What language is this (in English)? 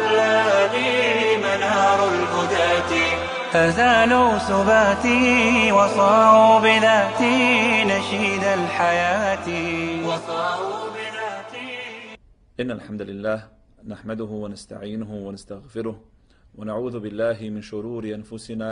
Bosnian